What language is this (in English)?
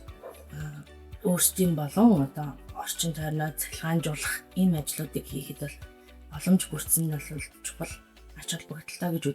Mongolian